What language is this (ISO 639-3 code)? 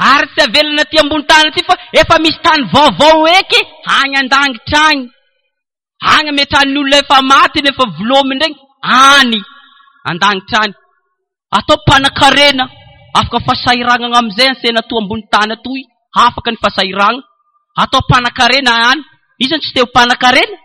mlg